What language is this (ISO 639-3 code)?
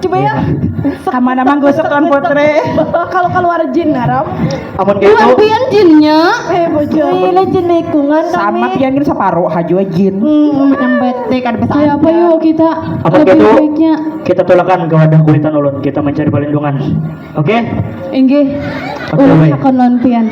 bjn